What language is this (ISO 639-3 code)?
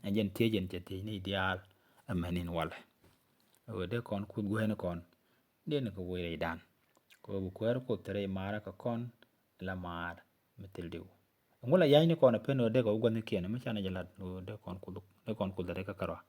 nus